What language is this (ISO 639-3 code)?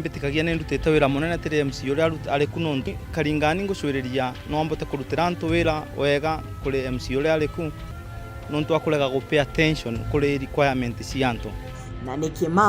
mer